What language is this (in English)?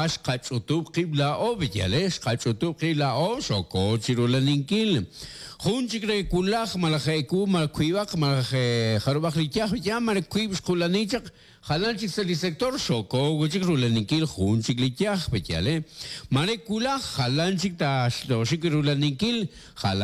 Kekchí